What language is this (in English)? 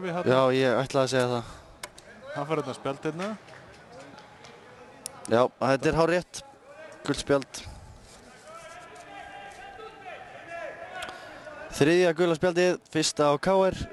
Icelandic